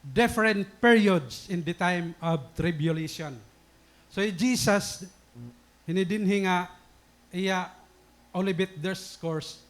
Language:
Waray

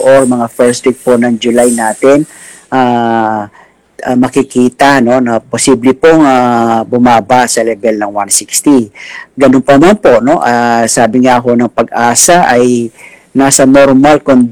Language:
Filipino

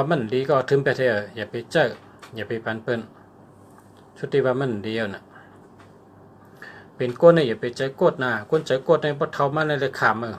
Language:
Shan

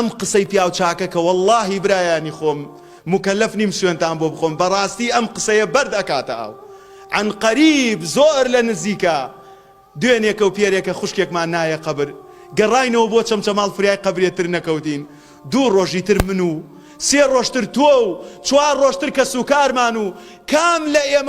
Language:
Central Kurdish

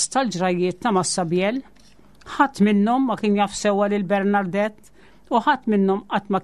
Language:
Maltese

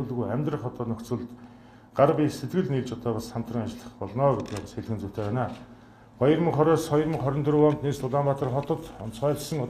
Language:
Mongolian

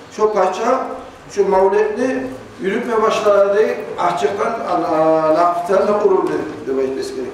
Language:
Kumyk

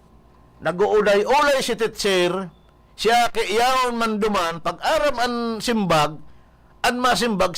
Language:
Bikol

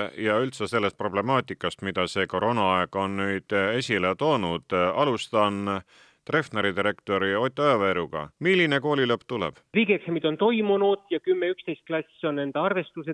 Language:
Estonian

